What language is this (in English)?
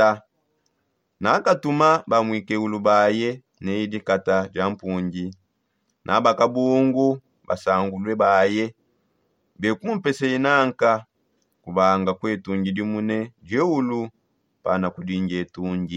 Songe